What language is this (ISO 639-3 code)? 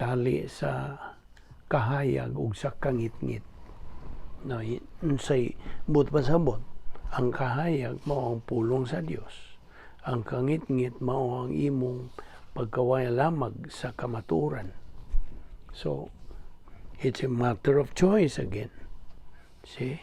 ceb